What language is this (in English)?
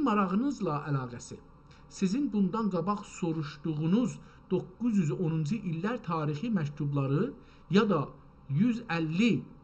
South Azerbaijani